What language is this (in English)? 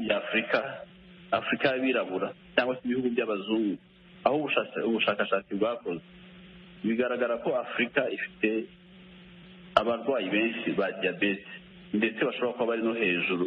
Kinyarwanda